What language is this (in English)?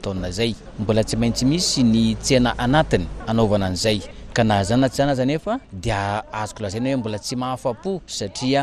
Malagasy